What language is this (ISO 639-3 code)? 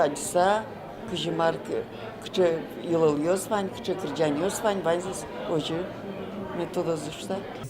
udm